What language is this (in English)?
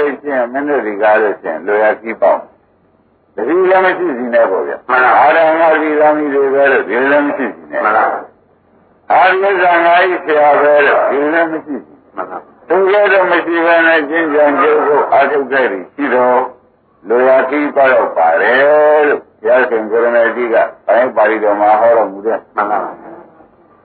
Burmese